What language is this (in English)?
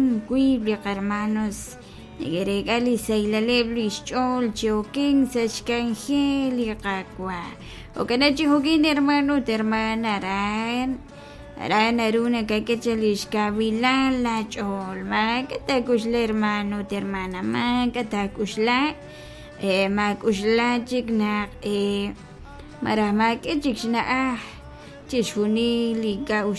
Kekchí